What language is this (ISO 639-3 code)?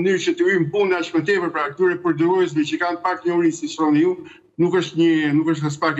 sqi